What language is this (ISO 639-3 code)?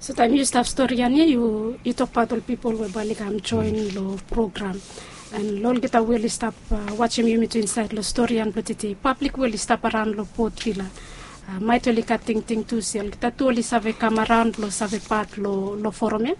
bis